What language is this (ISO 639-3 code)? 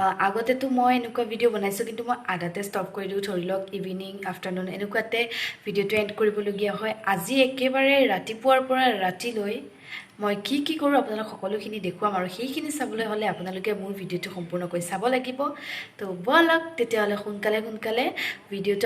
asm